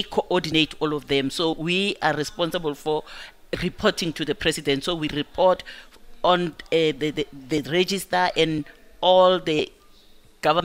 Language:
English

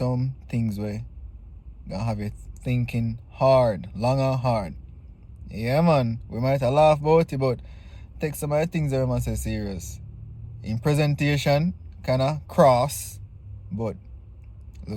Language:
Jamaican Creole English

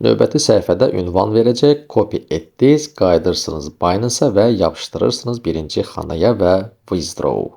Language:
Azerbaijani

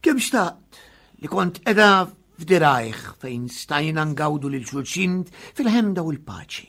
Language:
Maltese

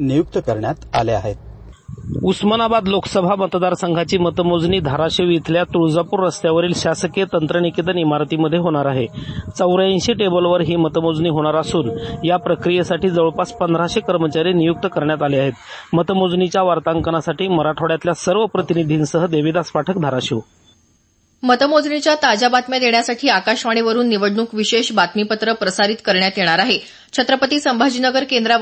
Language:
Marathi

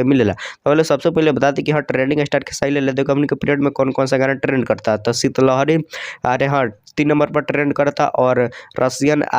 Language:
Bhojpuri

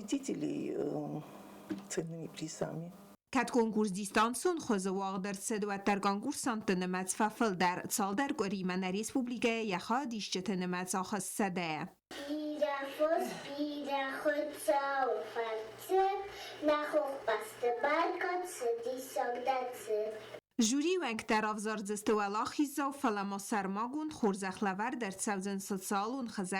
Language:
Ossetic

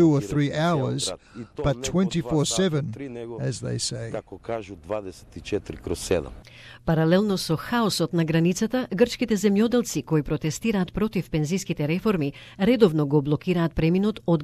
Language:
Macedonian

